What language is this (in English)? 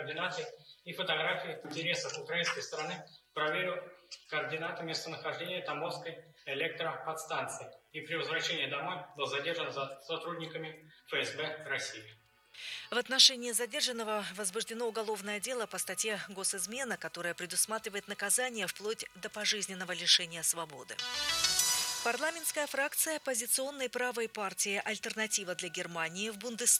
Russian